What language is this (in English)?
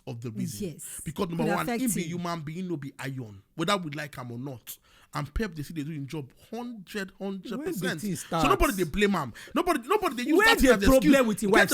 Nigerian Pidgin